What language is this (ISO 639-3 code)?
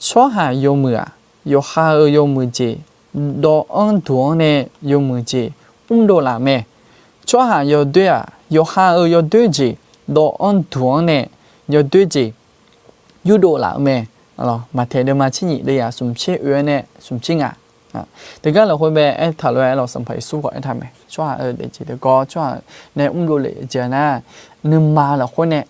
ahk